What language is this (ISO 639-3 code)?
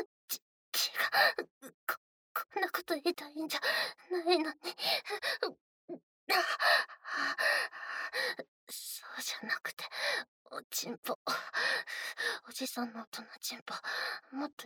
jpn